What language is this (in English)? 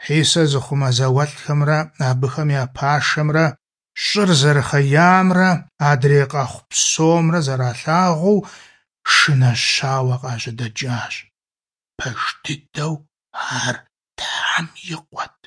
Kabardian